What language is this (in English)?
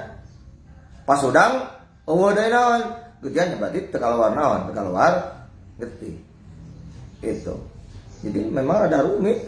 Sundanese